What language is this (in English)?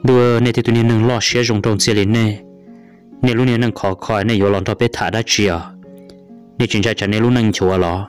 Hmong